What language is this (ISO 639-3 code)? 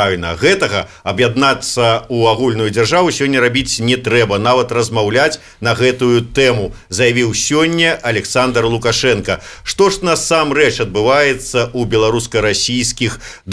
bel